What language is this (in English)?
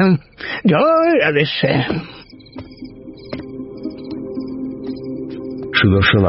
Bangla